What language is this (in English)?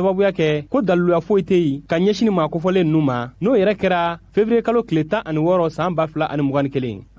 Bambara